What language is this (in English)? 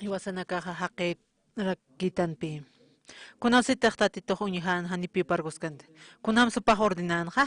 Aymara